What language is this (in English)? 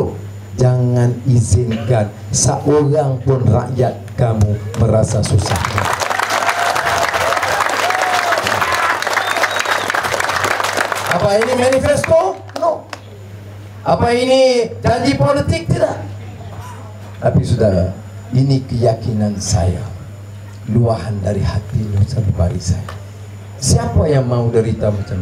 Malay